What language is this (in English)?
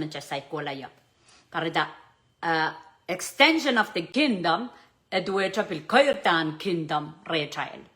Pohnpeian